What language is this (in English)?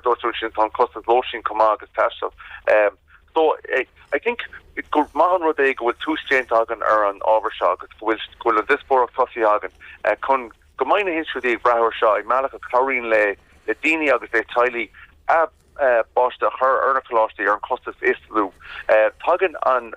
Irish